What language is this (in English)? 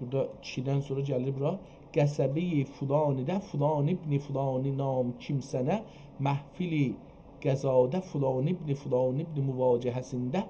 South Azerbaijani